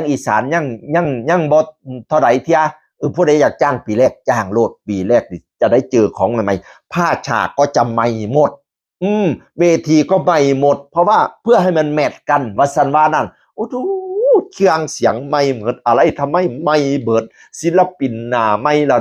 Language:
Northeastern Thai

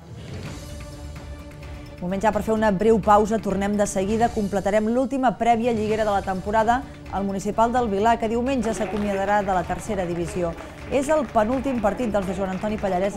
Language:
Catalan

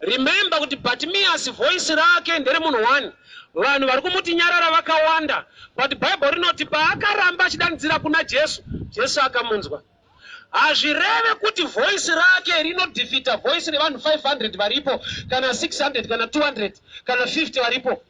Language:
Shona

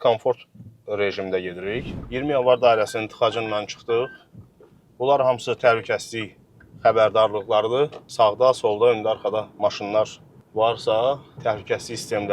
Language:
Azerbaijani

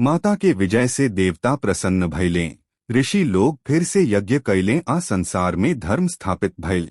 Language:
Bhojpuri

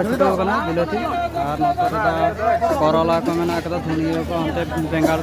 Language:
Santali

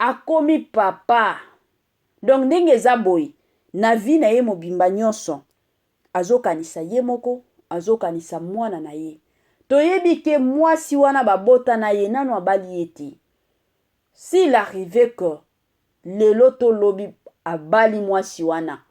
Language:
Lingala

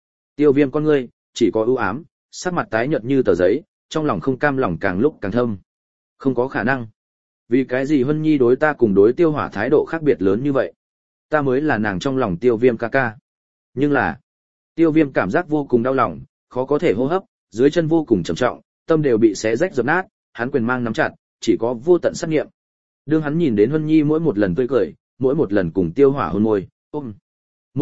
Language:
Vietnamese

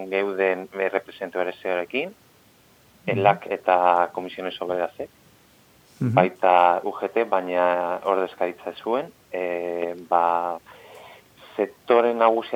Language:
Basque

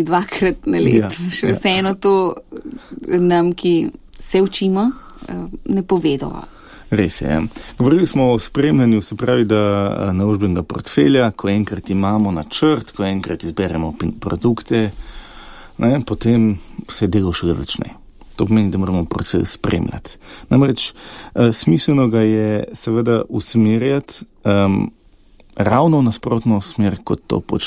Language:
Slovenian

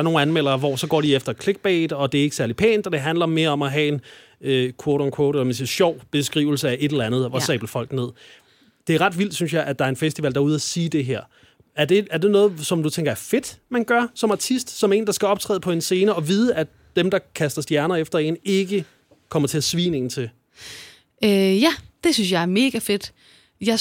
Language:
Danish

